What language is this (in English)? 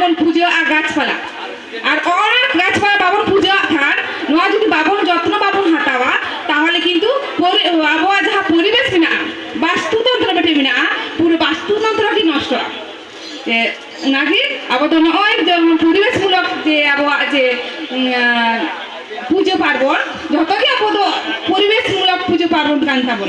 Santali